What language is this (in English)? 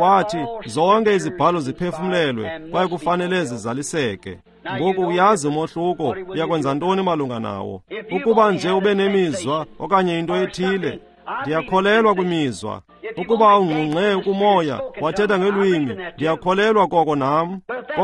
Xhosa